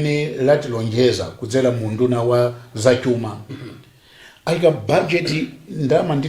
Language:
Nyanja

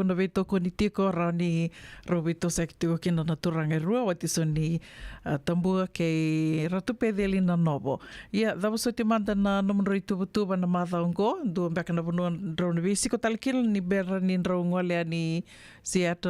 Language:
Fijian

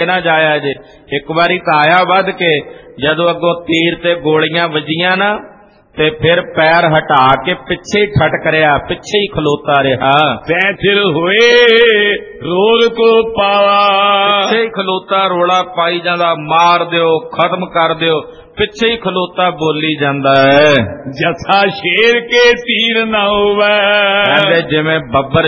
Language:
Punjabi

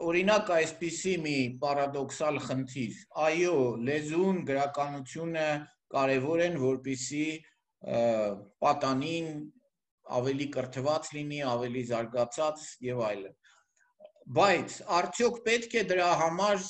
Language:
Armenian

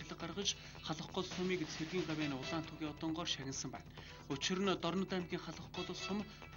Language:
Mongolian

